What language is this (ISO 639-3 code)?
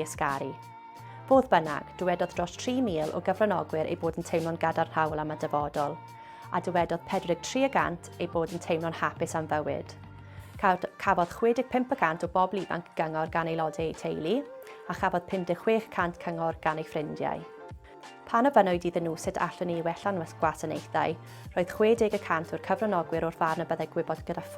cym